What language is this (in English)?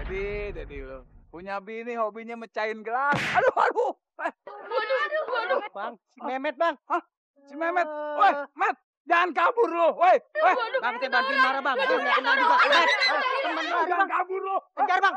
Betawi